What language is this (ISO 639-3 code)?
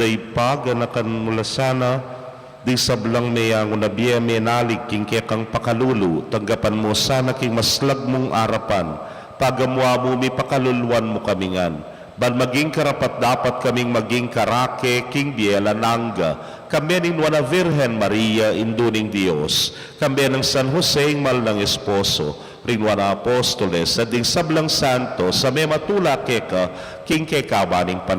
pam